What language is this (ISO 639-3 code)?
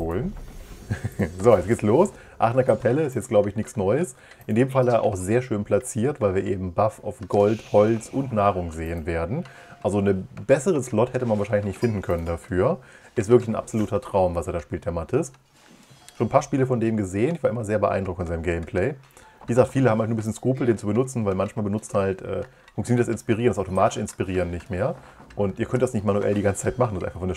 deu